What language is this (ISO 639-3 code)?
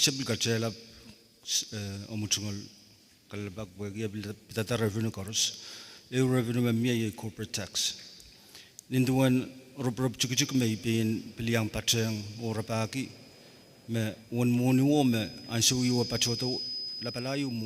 pon